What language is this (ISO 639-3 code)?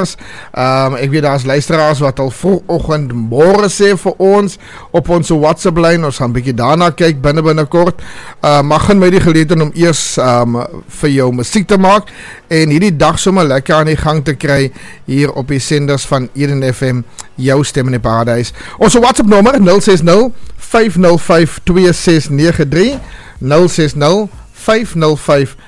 afr